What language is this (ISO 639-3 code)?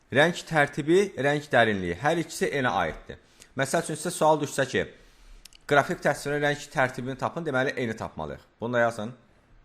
aze